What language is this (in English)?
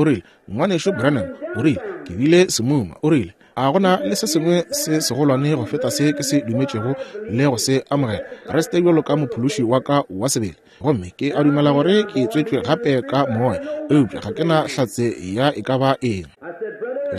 Northern Sotho